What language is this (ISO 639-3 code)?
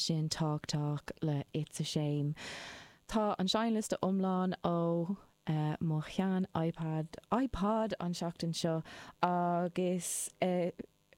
gle